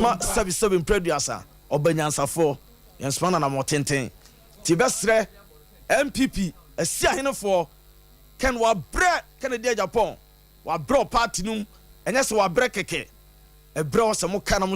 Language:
Akan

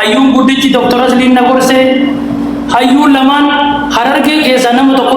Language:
Oromo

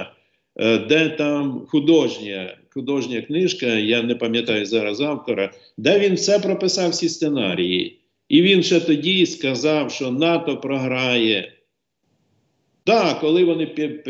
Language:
Ukrainian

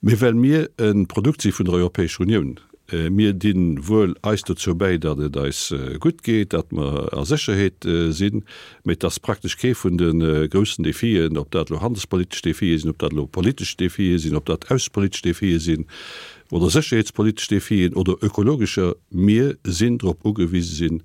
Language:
Luxembourgish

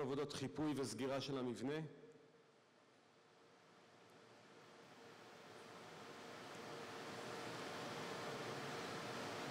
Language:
Hebrew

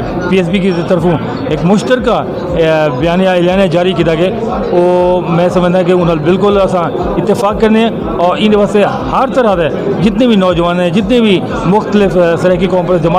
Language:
Saraiki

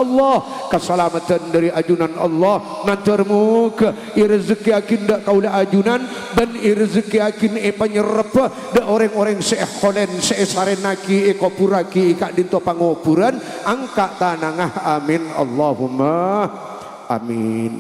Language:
Madurese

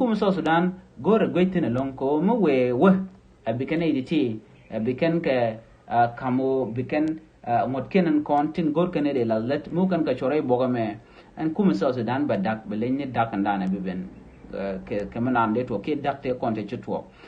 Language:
Nuer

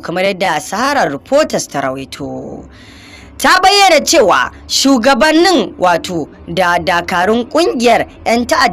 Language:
Hausa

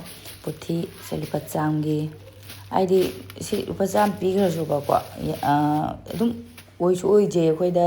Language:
Manipuri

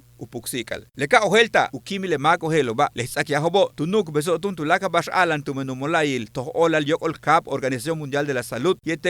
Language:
Yucateco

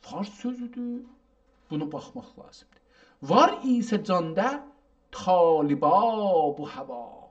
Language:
South Azerbaijani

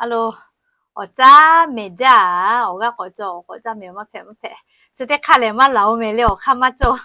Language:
Lahu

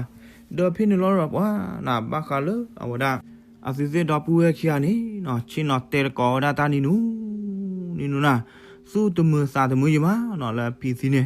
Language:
S'gaw Karen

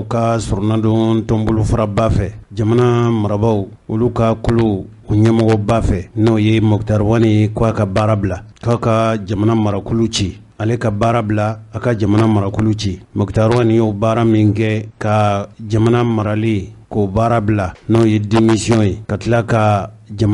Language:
Bambara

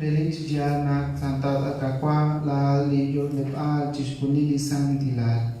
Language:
Kekchí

